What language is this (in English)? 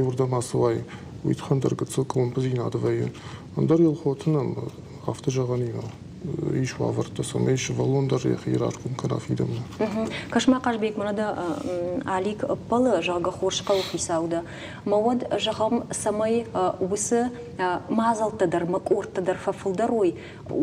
Ossetic